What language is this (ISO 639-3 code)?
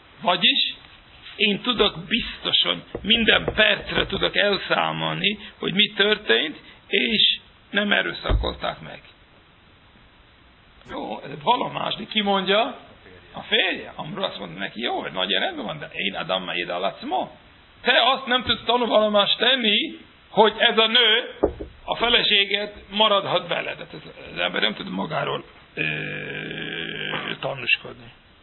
hun